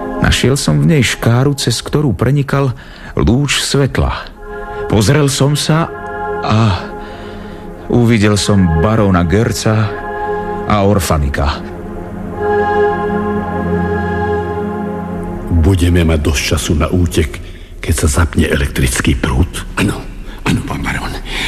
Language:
Slovak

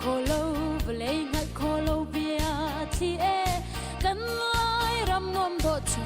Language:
Hakha Chin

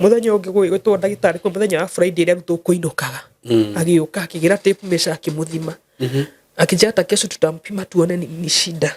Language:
Kikuyu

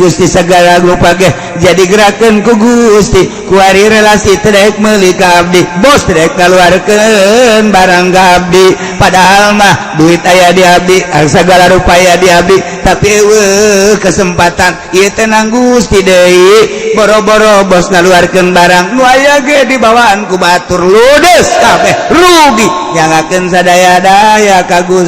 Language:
Sundanese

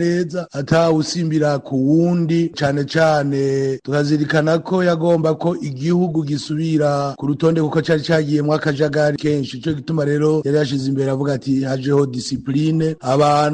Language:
Rundi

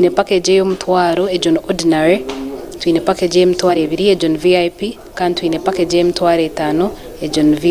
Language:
Nyankole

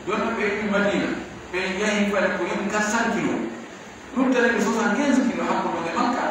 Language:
Pular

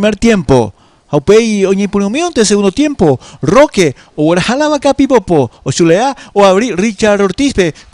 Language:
Guarani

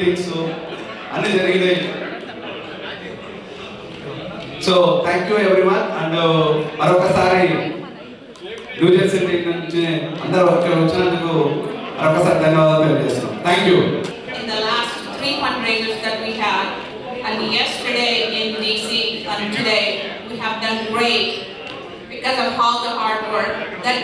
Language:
Telugu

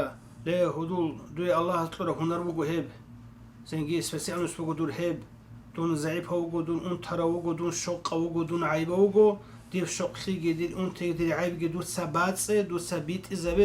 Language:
Avaric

